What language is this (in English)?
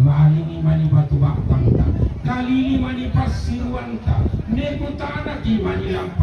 Toraja-Sa'dan